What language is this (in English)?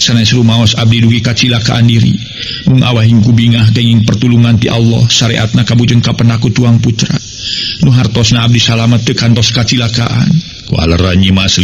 Sundanese